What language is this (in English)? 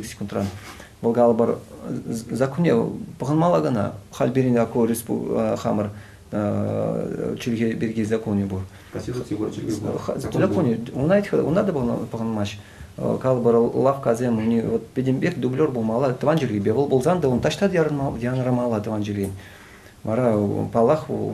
Chuvash